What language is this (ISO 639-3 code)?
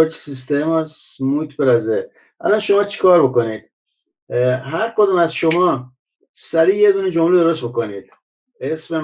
fas